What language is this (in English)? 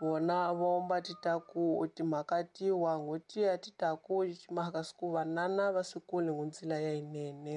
Tsonga